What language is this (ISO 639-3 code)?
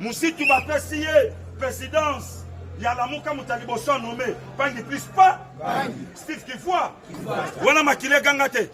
lin